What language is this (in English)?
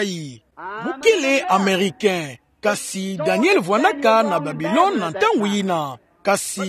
Kituba (Democratic Republic of Congo)